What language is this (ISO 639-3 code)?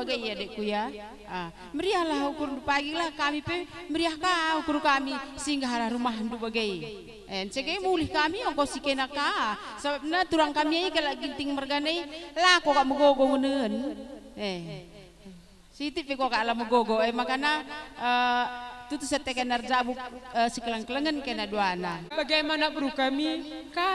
btx